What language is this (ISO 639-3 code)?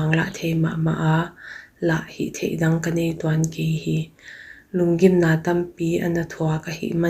pck